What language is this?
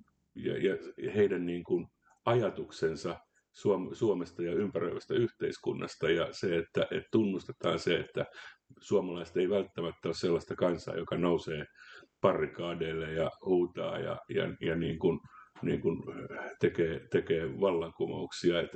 Finnish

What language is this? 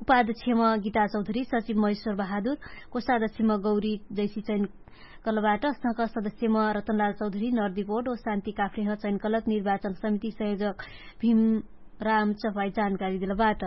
Dangaura Tharu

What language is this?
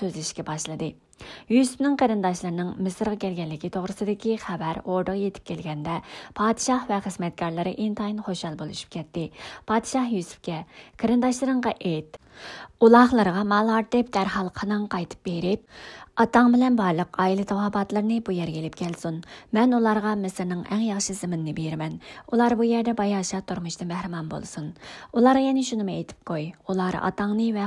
Uyghur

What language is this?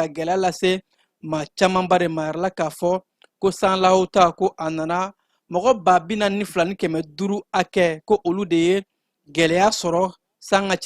Bambara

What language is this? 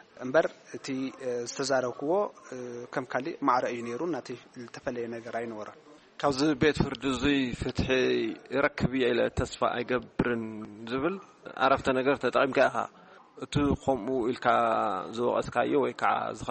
Tigrinya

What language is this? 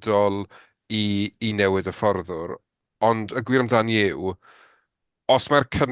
Welsh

